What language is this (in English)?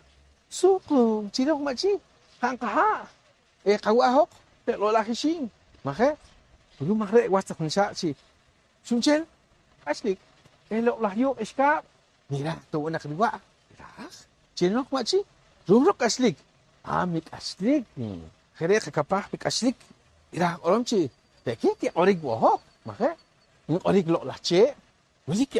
Poqomchi'